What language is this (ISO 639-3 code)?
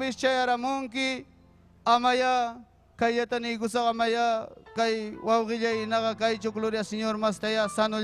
quy